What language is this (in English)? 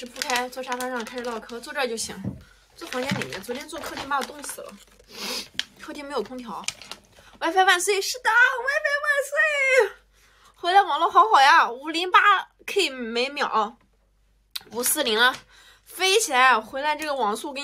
Chinese